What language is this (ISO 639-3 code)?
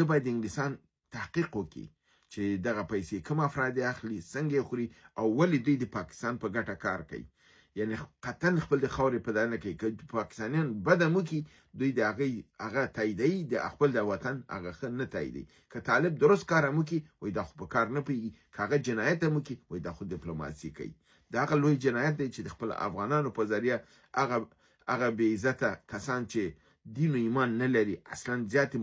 pus